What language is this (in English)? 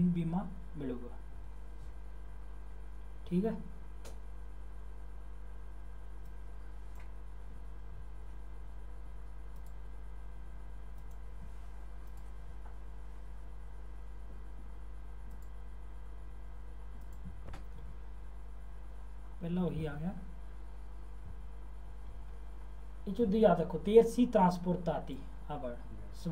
Punjabi